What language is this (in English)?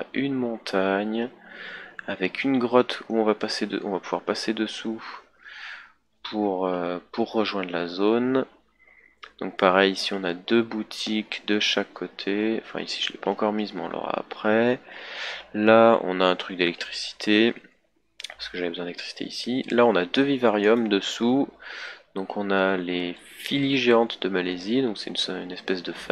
French